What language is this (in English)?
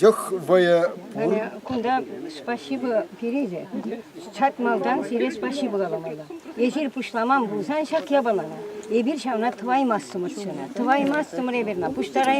Chuvash